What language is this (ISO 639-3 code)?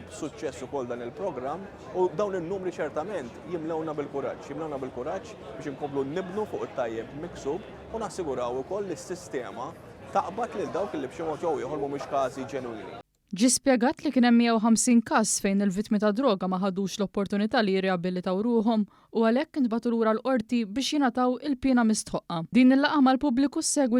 mlt